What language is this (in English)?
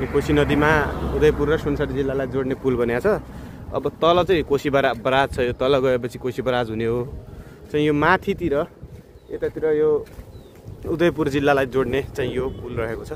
Nepali